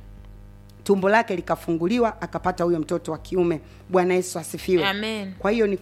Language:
Swahili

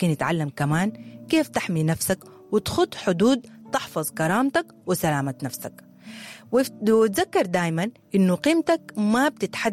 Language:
Sudanese Arabic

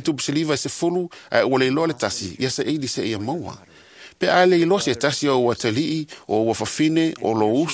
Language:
Samoan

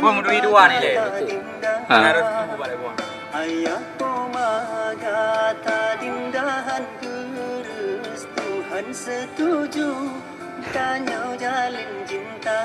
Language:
Achinese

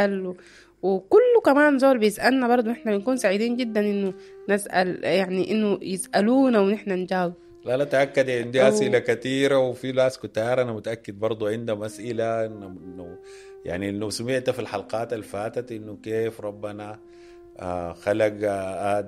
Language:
Sudanese Arabic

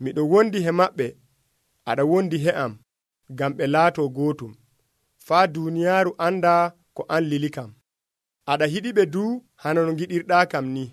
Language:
Nigerian Fulfulde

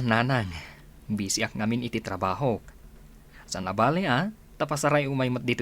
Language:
Iloko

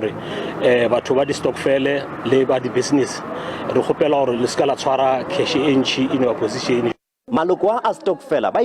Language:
Northern Sotho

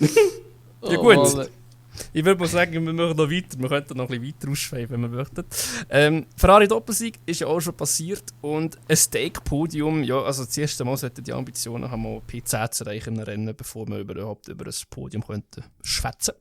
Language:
Swiss German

